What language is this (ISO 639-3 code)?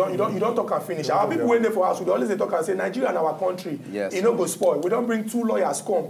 pcm